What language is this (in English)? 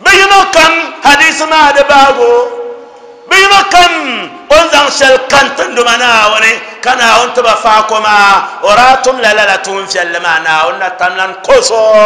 Dagbani